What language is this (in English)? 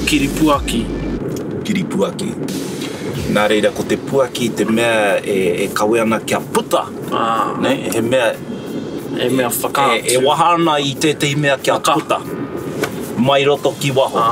Māori